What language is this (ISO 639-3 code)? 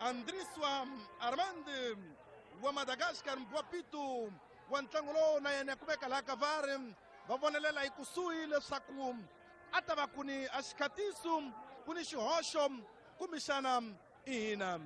tso